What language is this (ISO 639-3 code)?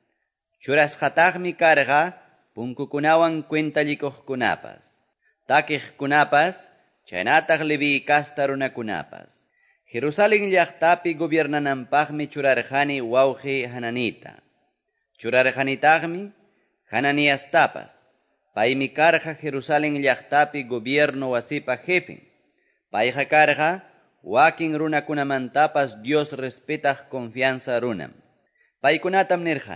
que